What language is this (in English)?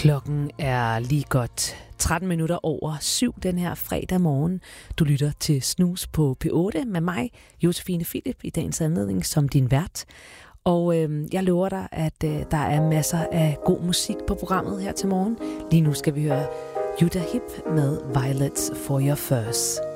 Danish